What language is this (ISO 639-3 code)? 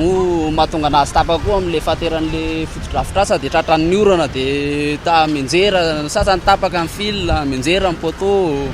mlg